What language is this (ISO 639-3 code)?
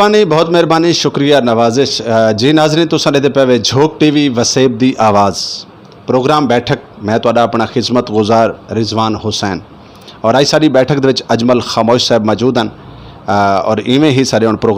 skr